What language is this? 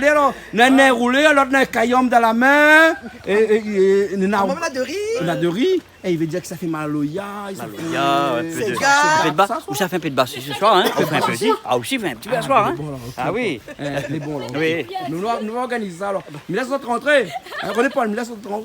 Réunion Creole French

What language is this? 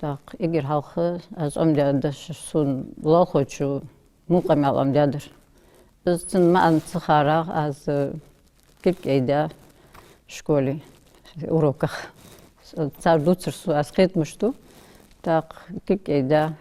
Ingush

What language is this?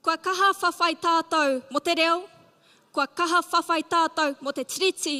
Māori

